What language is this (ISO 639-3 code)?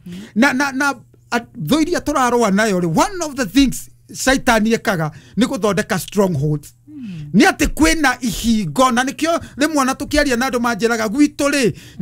kik